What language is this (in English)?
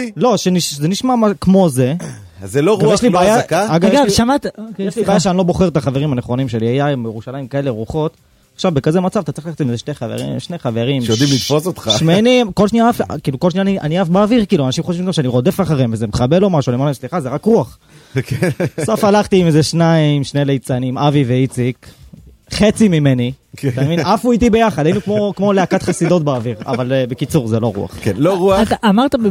Hebrew